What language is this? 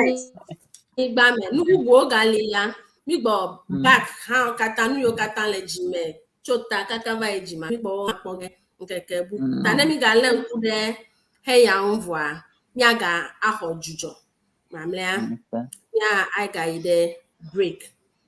Ewe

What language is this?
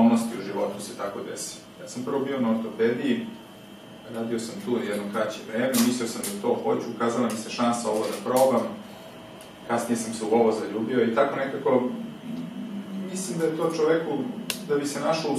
Serbian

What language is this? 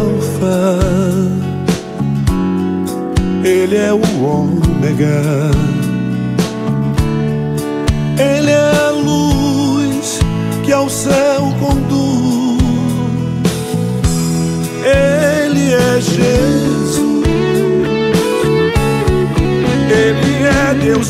Portuguese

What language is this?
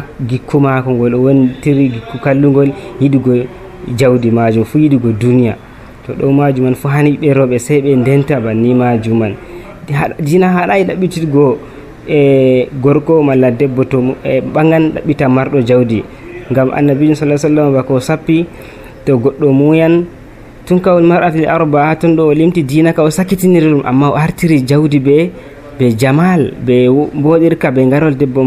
Nigerian Fulfulde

